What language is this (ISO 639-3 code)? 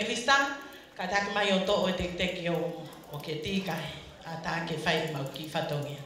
ton